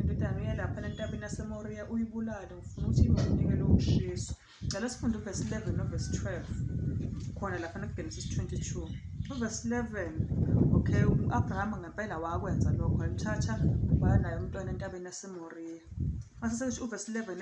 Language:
Zulu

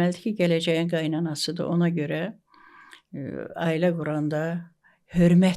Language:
Azerbaijani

